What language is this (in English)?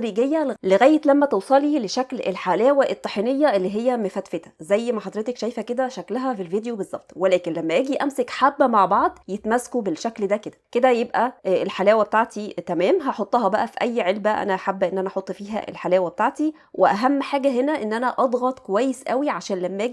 Egyptian Arabic